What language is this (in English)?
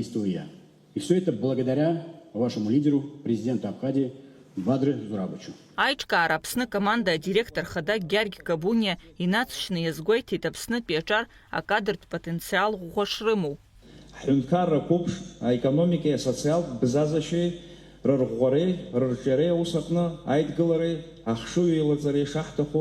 Abkhazian